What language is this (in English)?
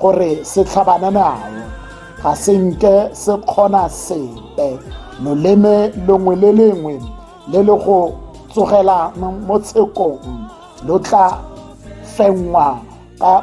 Tswana